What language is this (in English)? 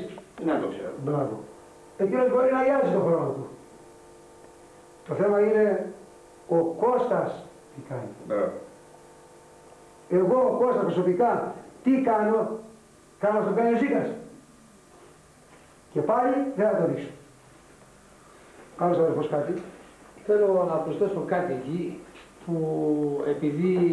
Greek